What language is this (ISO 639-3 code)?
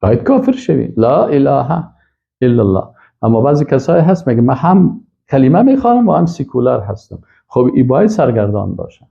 fas